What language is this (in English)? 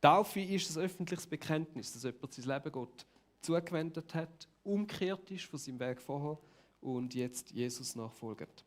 Swiss German